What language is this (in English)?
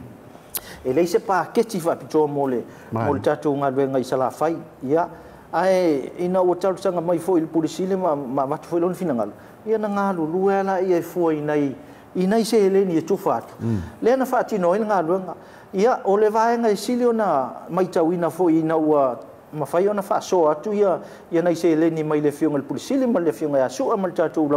Samoan